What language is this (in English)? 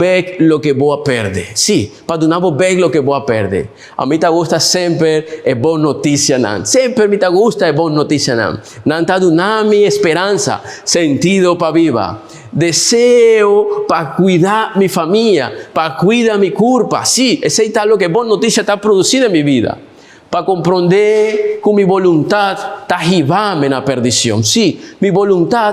Papiamento